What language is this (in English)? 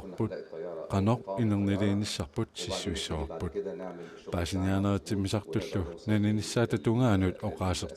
Kalaallisut